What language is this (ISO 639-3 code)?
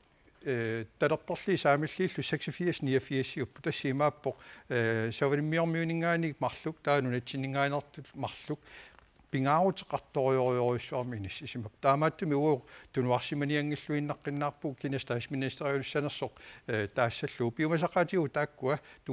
kal